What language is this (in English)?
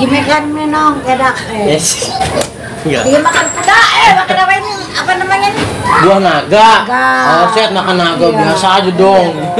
Betawi